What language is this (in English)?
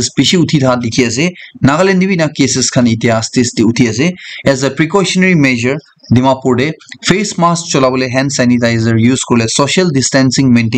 Naga Pidgin